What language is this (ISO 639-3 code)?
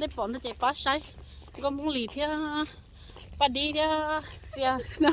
hmn